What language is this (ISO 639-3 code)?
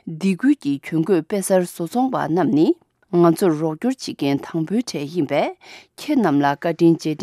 bod